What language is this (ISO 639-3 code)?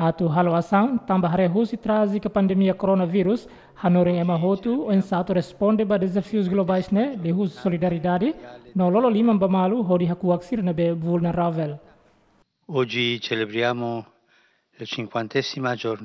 tet